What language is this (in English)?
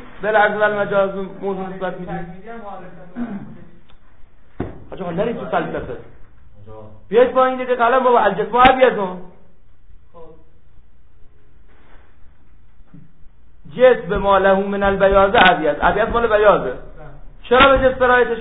Persian